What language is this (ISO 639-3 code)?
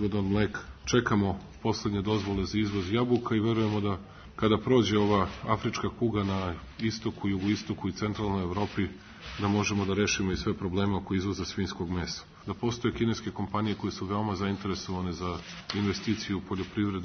srp